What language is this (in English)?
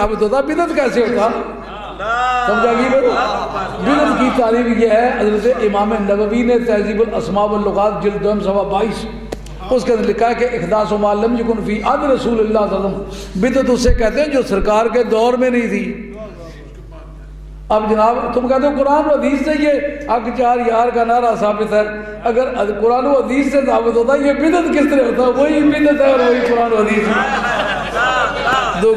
Urdu